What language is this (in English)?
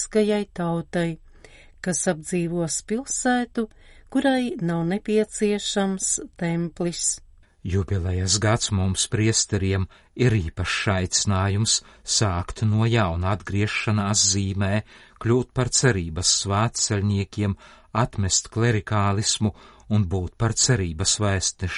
Latvian